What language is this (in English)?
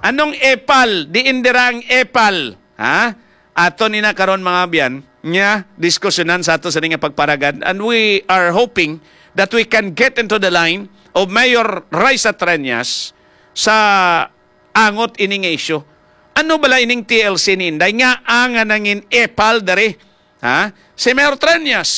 Hiligaynon